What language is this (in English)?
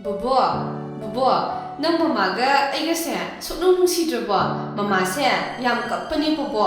Manipuri